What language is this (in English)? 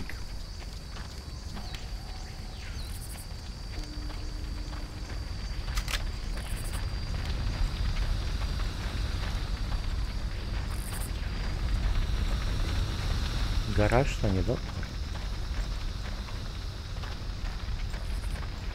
Slovak